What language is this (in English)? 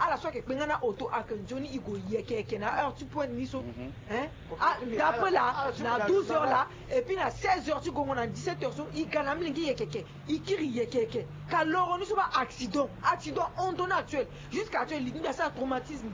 Sango